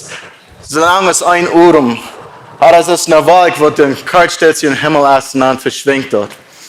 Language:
Plautdietsch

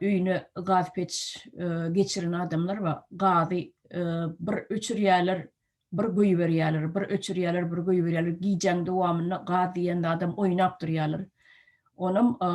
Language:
Turkmen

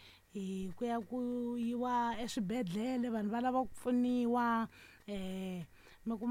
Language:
Tsonga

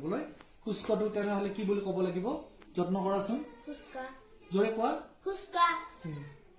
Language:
Assamese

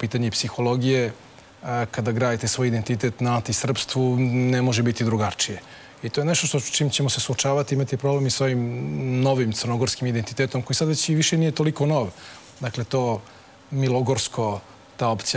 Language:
Serbian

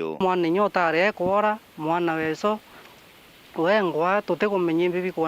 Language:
Meru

